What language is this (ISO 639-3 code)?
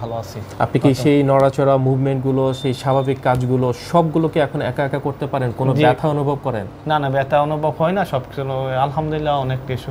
ben